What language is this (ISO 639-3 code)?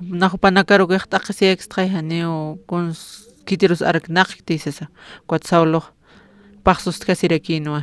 aym